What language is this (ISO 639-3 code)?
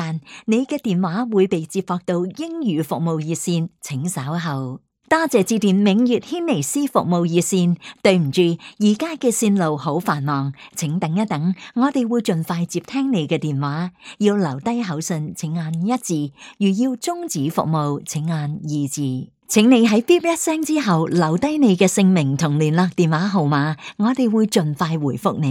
yue